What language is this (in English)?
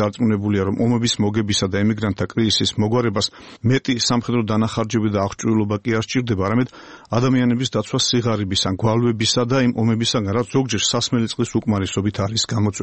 Georgian